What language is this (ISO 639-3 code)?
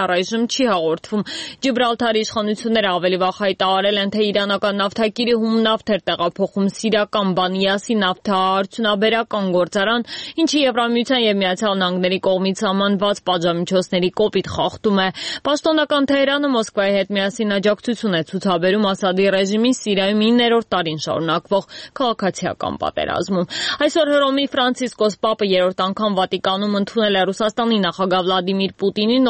hye